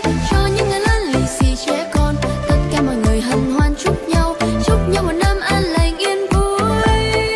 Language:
Vietnamese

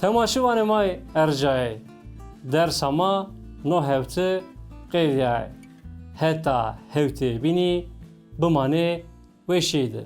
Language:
Zaza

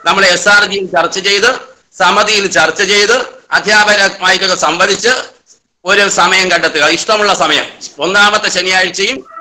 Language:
Malayalam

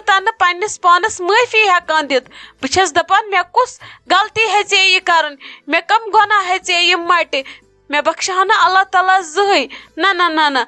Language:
Kashmiri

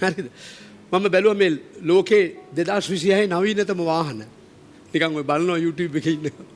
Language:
Sinhala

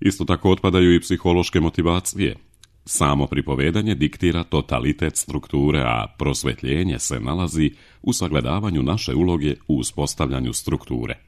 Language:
Serbian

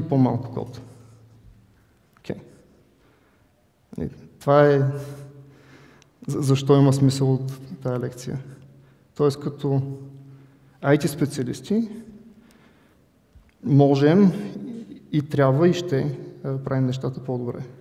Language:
Bulgarian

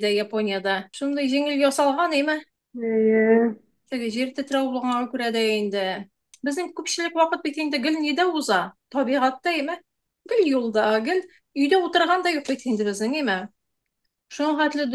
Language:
Tatar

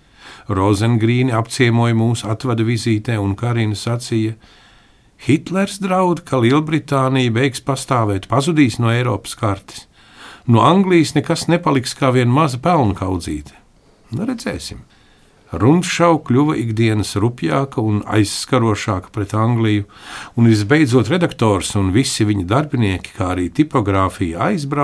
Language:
Latvian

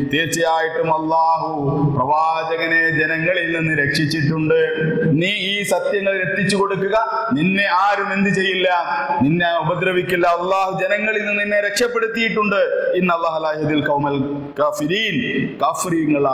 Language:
Malayalam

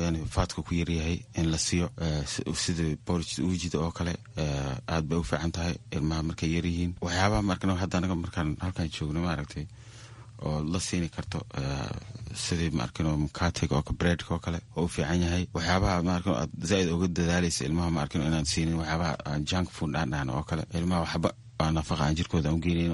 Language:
Somali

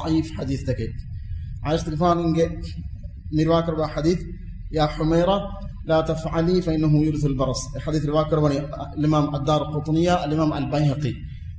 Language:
Divehi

